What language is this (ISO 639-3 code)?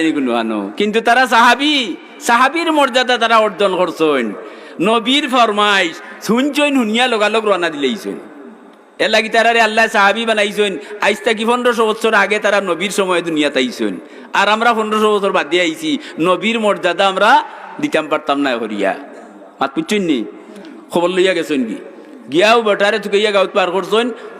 syl